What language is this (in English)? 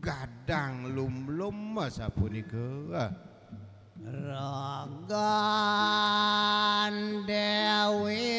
Balinese